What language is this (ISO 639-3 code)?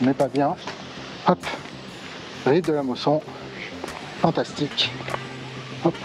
fra